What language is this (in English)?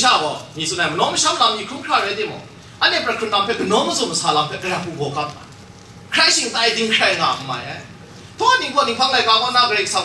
Kachin